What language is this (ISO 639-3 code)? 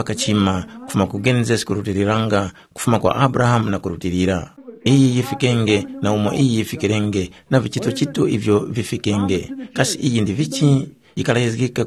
tum